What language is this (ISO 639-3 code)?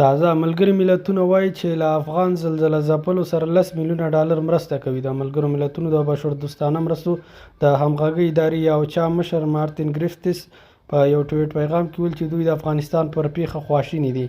pus